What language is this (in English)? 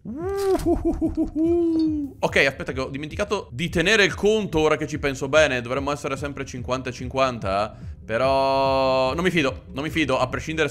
Italian